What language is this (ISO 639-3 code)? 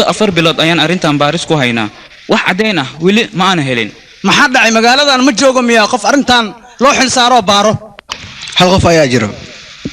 som